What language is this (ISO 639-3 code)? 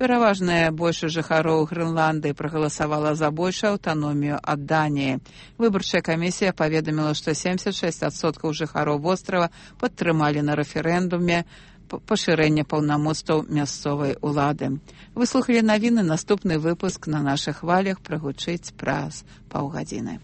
bel